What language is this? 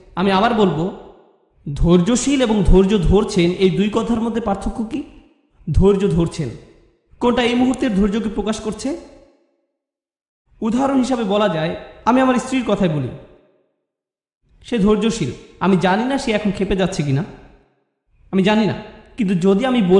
Bangla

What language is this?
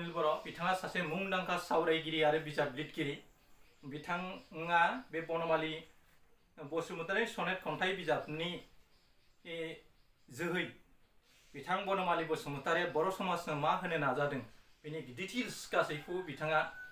Bodo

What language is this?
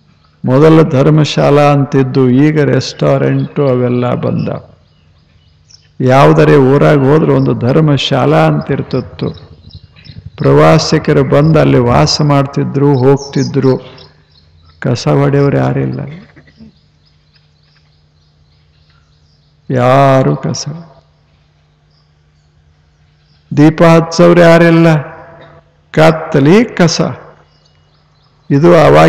Kannada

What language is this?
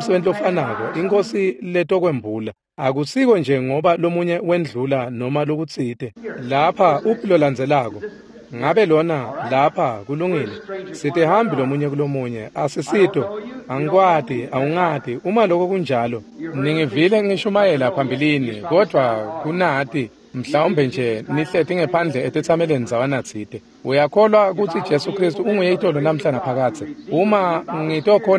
Swati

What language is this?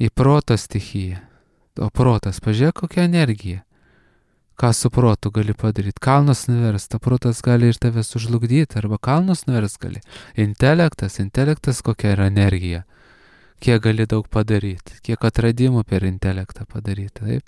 Lithuanian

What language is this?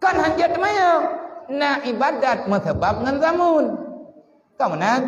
Achinese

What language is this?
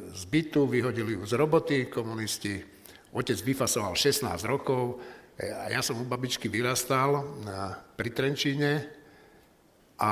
Slovak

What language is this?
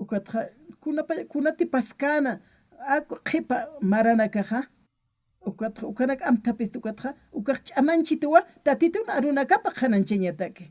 Aymara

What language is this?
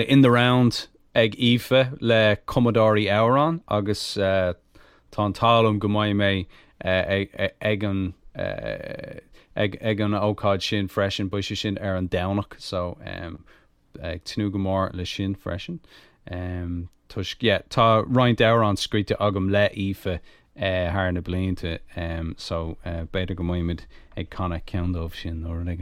Irish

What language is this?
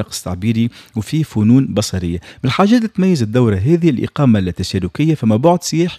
Tunisian Arabic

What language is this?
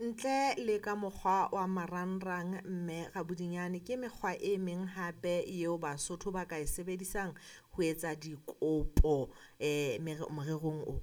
Southern Sotho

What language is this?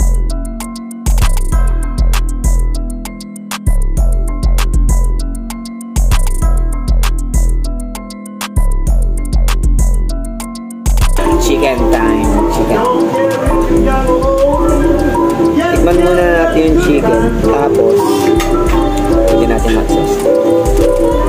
Filipino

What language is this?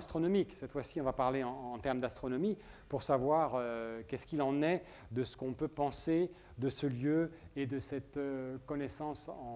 French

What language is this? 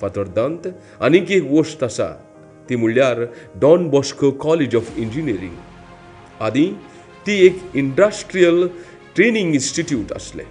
Konkani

